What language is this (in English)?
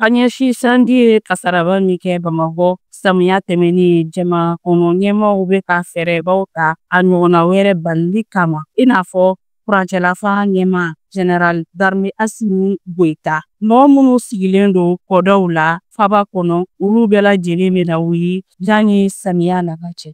Bambara